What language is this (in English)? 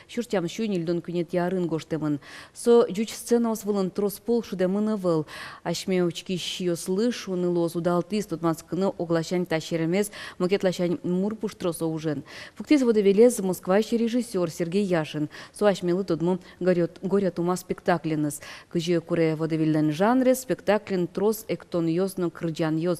Udmurt